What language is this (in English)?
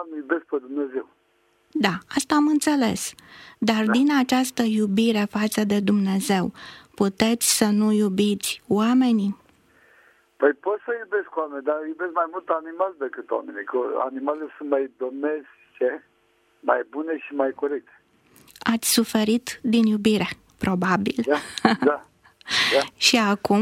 Romanian